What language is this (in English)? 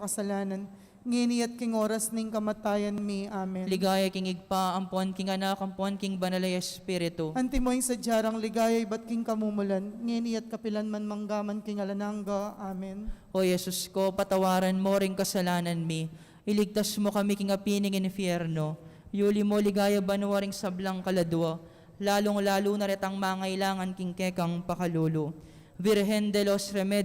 Pampanga